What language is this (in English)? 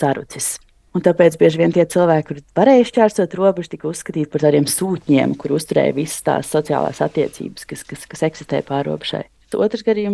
Latvian